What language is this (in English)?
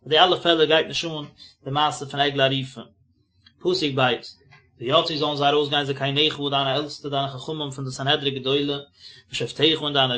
Yiddish